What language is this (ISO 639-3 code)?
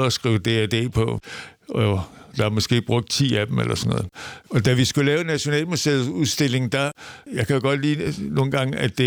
dan